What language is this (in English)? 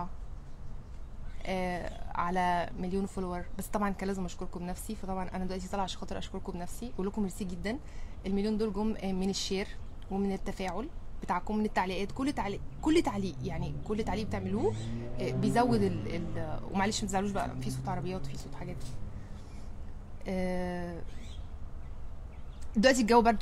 Egyptian Arabic